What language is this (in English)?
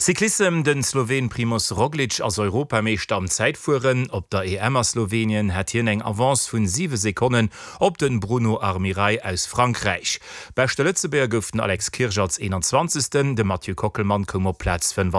Luxembourgish